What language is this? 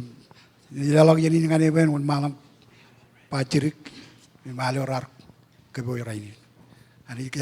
Marshallese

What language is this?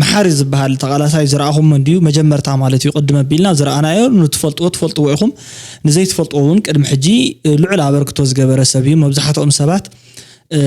Tigrinya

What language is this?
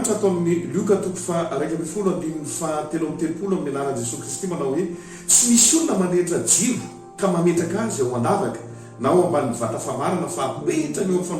Malagasy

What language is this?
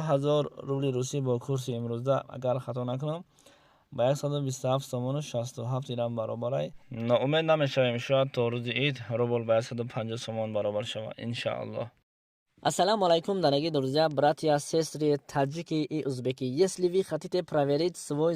Tajik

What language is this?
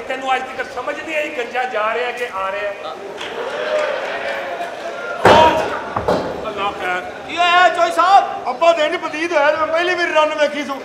Punjabi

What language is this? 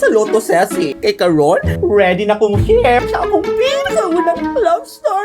Cebuano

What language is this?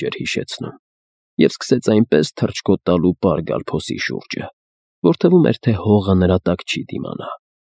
Armenian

